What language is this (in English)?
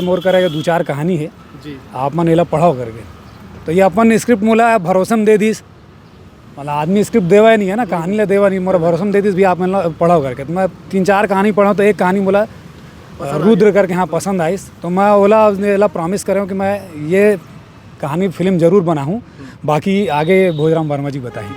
Chhattisgarhi